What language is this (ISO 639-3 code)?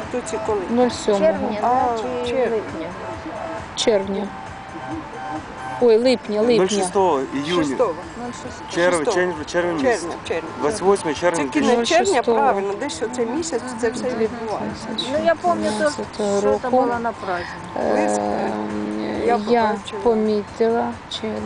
ukr